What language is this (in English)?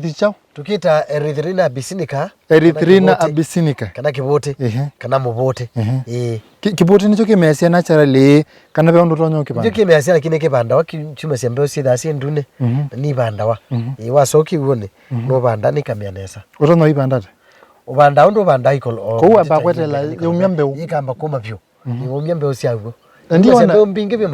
Kamba